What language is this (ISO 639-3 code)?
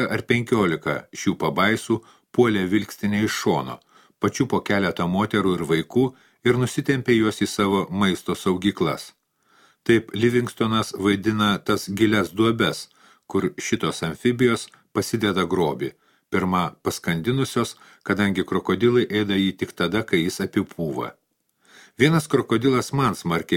lit